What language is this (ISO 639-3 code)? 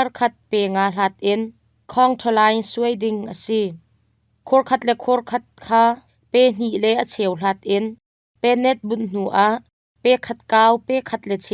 cnh